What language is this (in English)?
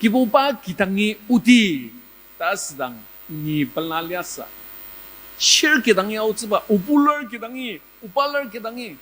Ao Naga